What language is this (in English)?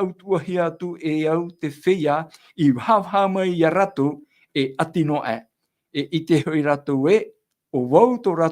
Tahitian